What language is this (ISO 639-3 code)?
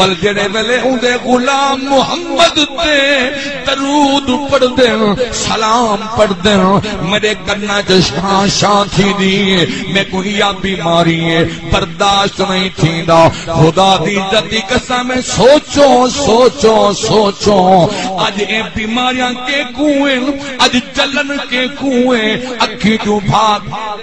skr